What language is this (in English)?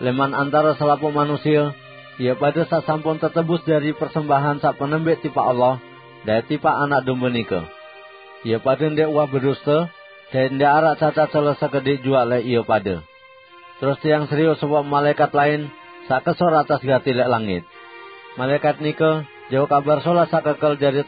Sasak